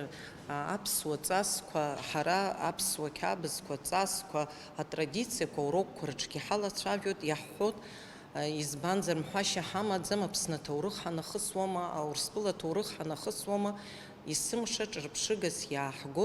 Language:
Abkhazian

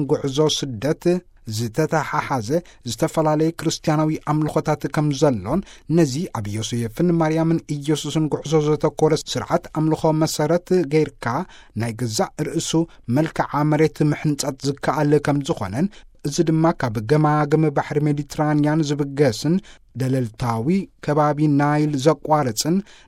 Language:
Tigrinya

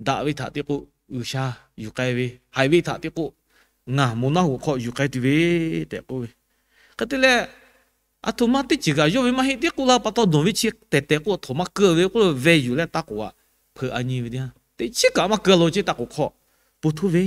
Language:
Lahu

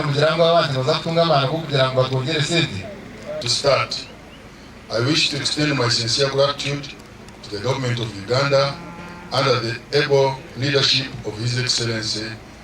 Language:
Nyankole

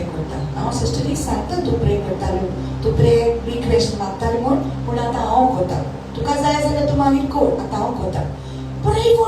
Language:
Konkani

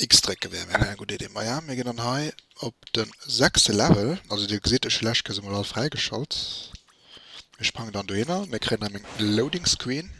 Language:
Luxembourgish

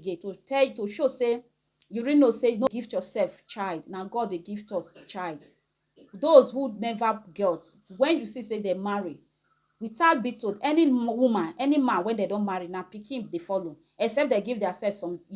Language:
Nigerian Pidgin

